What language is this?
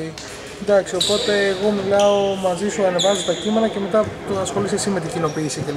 Greek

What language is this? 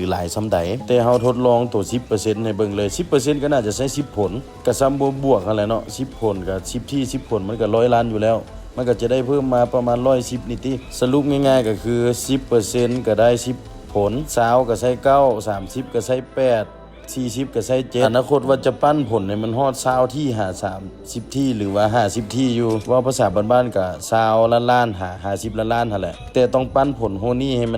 Lao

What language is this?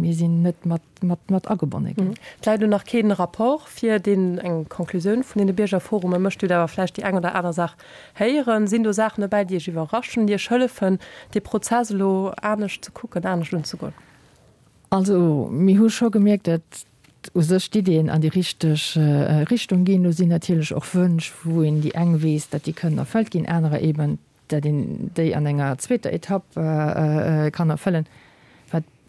Luxembourgish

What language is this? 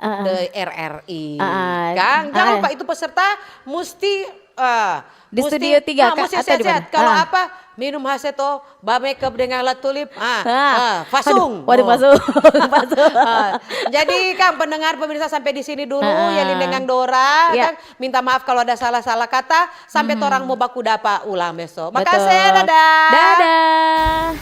Manado Malay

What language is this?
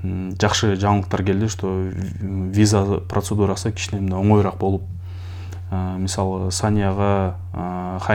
Kyrgyz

